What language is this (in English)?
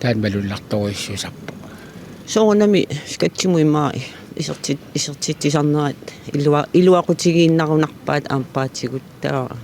Kalaallisut